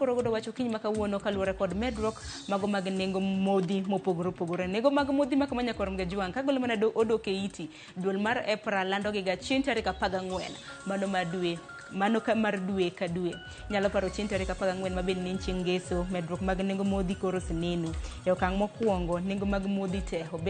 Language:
Luo (Kenya and Tanzania)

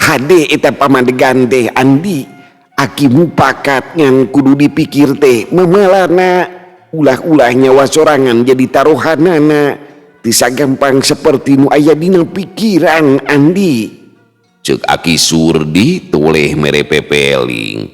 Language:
Sundanese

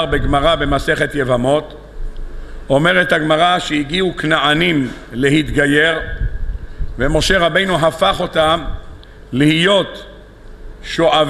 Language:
Hebrew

